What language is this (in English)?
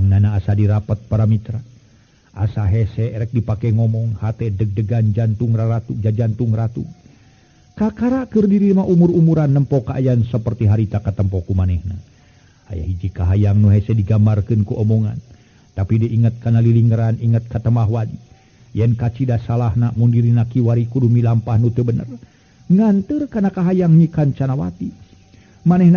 Sundanese